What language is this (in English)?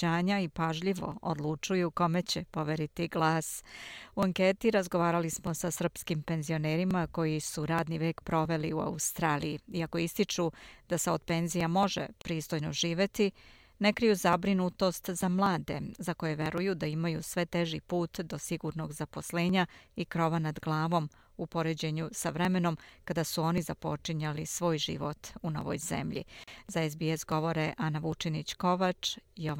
Serbian